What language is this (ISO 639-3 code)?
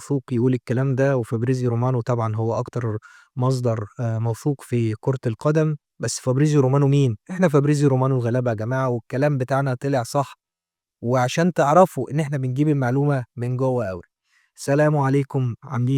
arz